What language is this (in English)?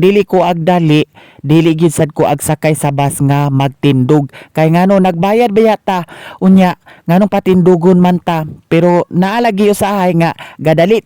Cebuano